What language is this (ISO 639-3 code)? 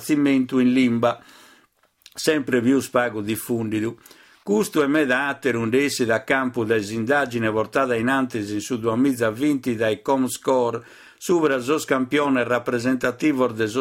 srd